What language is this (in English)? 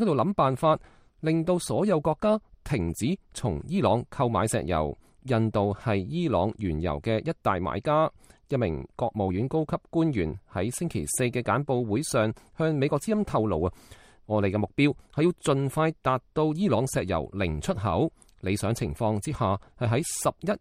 Cantonese